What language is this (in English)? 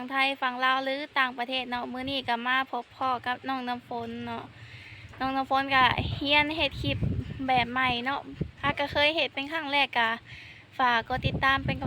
Lao